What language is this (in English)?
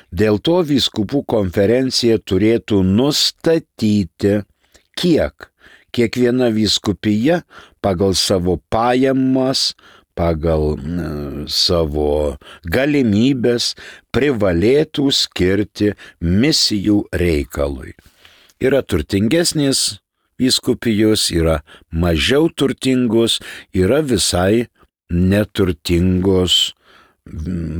Lithuanian